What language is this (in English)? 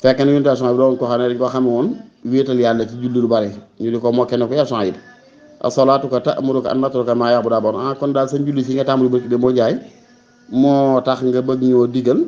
Wolof